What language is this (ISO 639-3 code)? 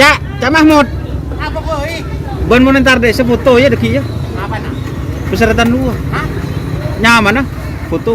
mad